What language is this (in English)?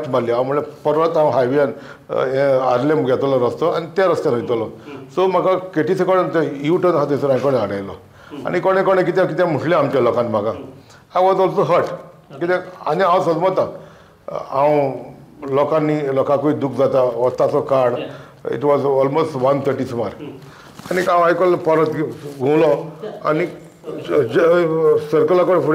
Konkani